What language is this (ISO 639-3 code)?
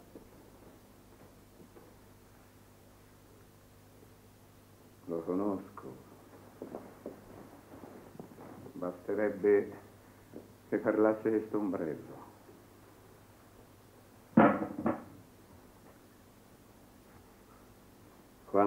ita